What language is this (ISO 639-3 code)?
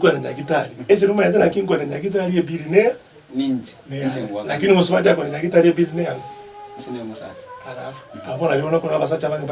guz